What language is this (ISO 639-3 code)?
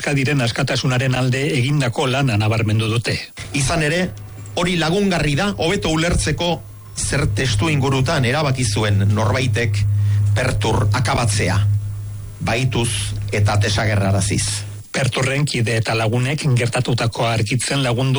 eus